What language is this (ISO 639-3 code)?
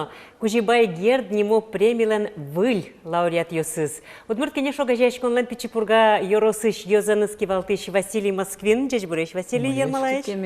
udm